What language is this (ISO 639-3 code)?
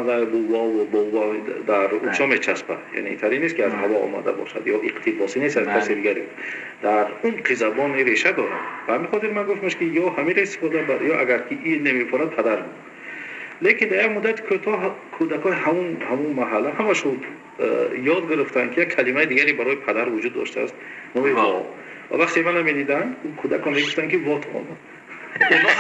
tgk